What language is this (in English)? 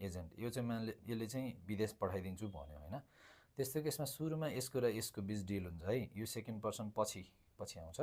Nepali